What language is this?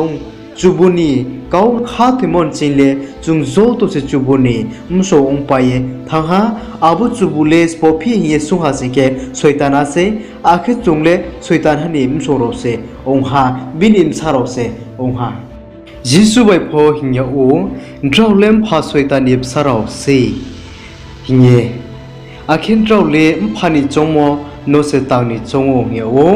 Riang (India)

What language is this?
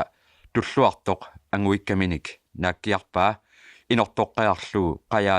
Kalaallisut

